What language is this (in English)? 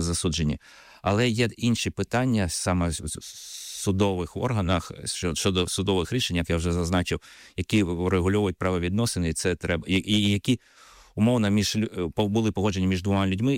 Ukrainian